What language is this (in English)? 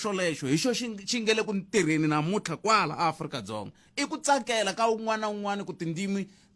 Tsonga